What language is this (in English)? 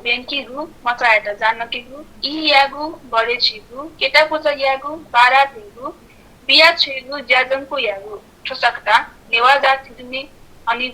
Newari